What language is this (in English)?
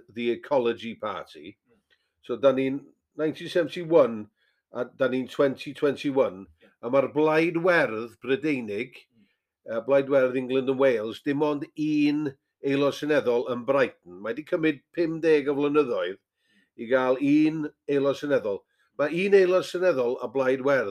Welsh